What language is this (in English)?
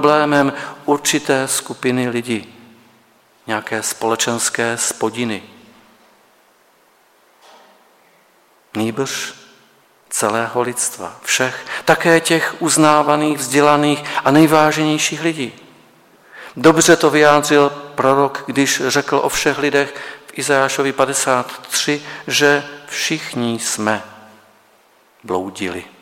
Czech